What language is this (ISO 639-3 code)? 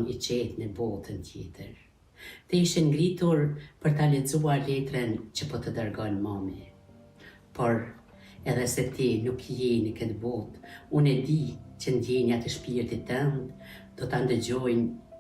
sqi